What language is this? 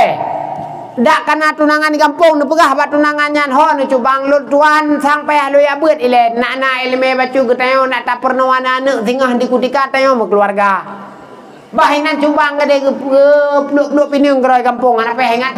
Achinese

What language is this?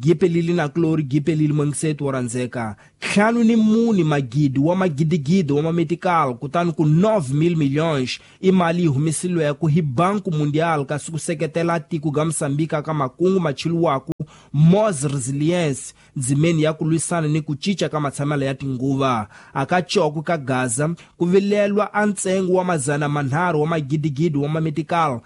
Tsonga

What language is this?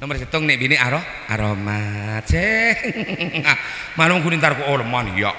Madurese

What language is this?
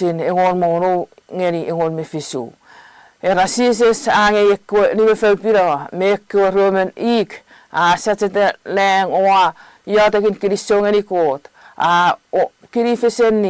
Chuukese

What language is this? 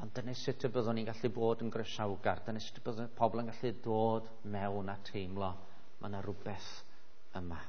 Welsh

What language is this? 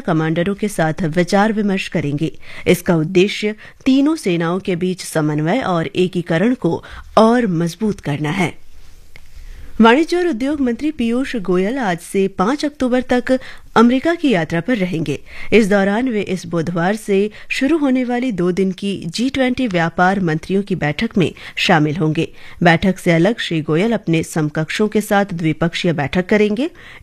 Hindi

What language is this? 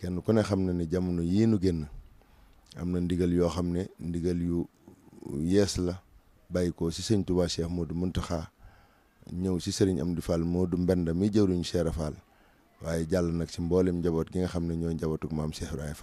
Wolof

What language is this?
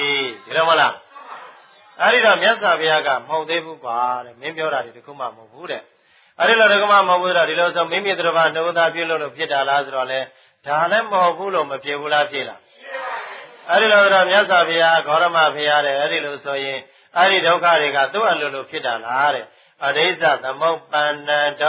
Burmese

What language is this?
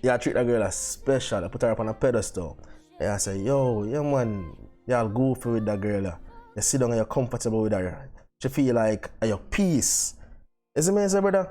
Jamaican Creole English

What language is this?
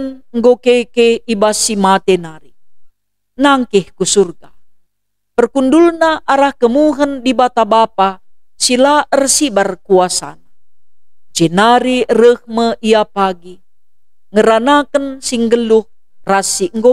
Batak Karo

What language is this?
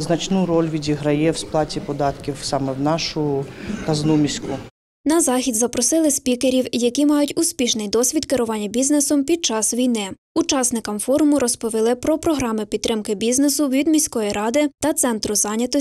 Ukrainian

